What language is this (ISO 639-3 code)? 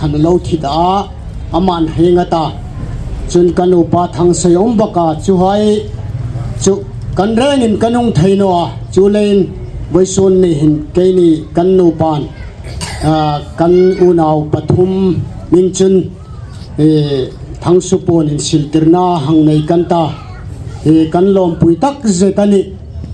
hmr